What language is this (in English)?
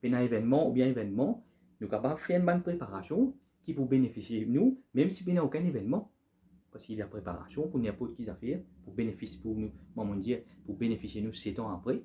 Morisyen